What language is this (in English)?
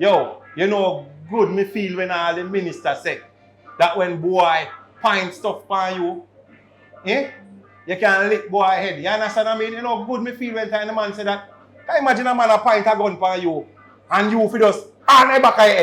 Jamaican Creole English